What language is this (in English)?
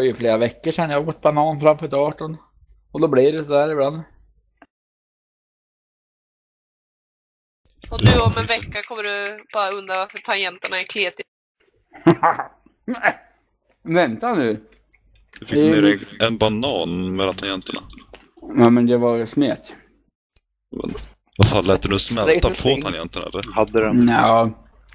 Swedish